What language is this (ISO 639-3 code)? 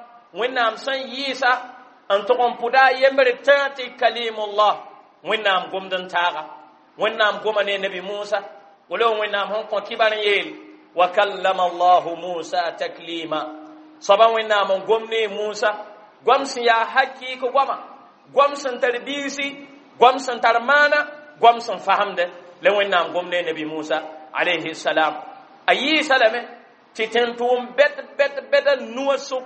mos